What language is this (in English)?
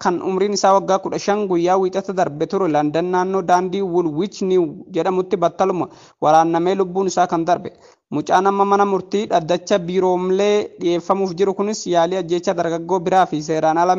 Oromo